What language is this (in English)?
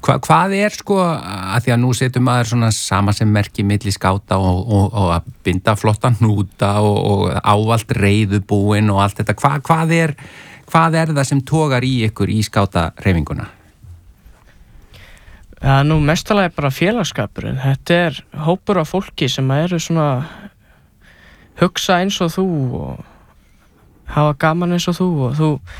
Icelandic